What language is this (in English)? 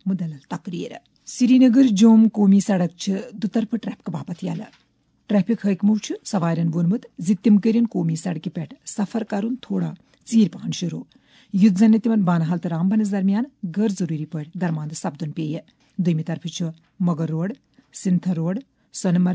Kashmiri